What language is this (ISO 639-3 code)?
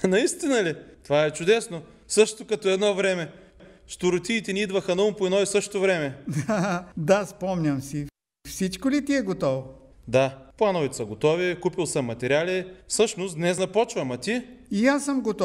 bul